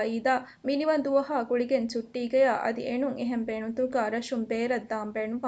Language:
Divehi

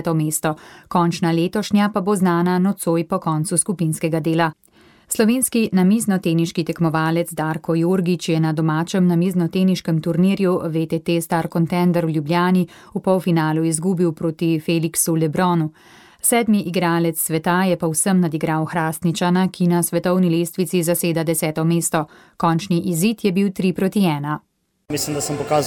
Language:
Slovenian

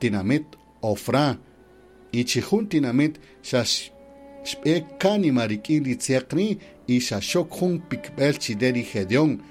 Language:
Kaqchikel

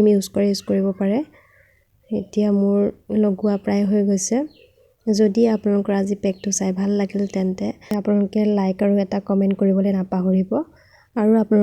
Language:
Assamese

